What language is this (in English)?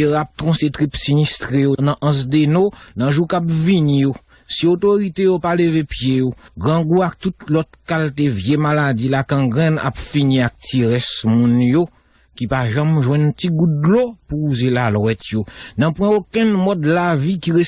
Haitian Creole